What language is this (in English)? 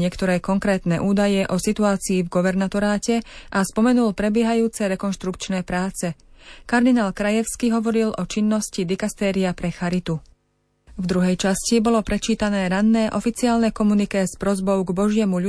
Slovak